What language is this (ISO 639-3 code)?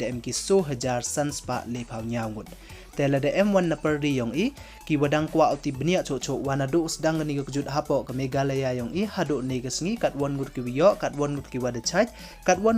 pbv